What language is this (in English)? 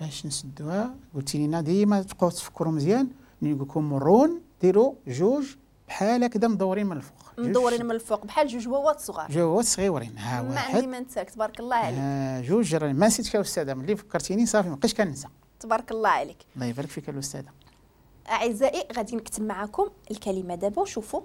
Moroccan Arabic